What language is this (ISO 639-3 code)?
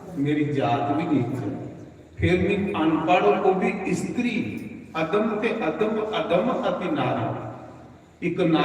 doi